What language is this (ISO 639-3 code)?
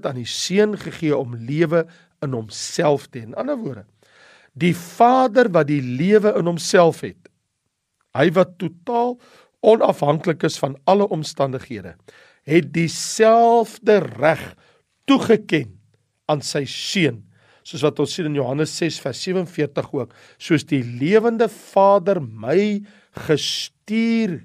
afr